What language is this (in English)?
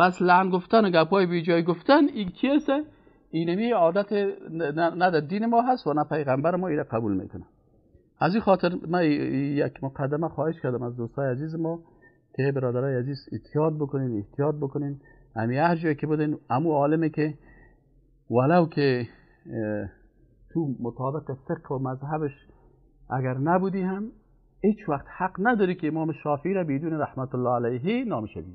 Persian